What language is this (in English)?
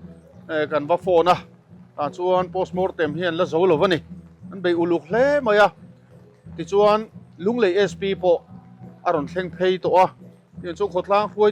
Mizo